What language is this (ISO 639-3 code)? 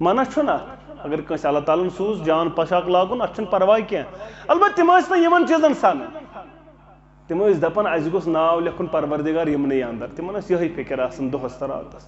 kas